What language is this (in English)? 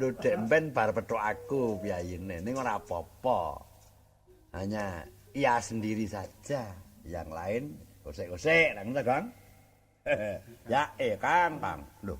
Javanese